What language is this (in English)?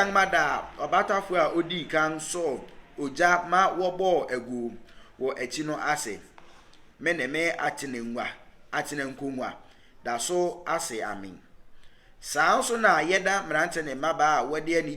Akan